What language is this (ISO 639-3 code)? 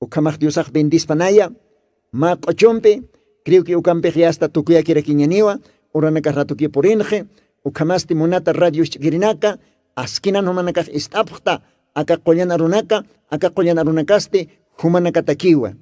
aym